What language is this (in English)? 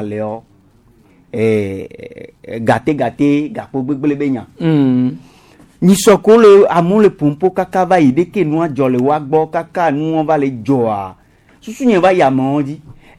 Gen